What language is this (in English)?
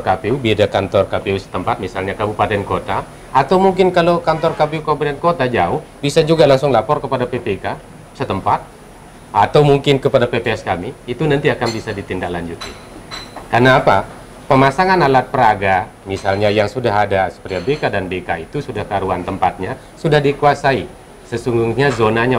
Indonesian